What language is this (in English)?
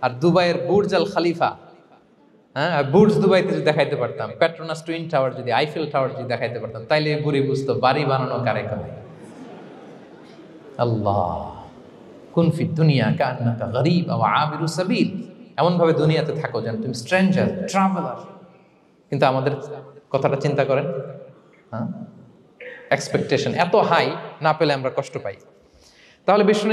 Bangla